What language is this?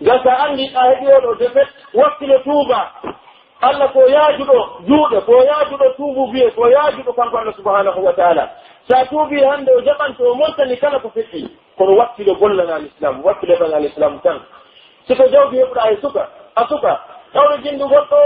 Pular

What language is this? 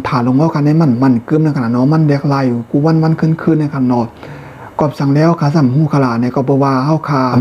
Shan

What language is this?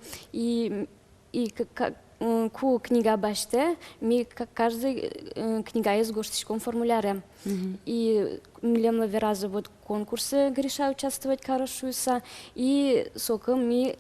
Udmurt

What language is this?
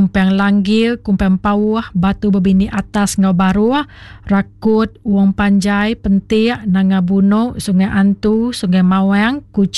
Iban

